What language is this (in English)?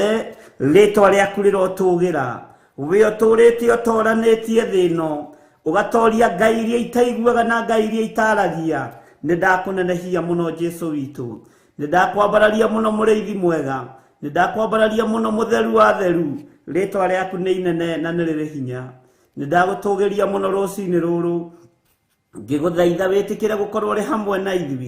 Kikuyu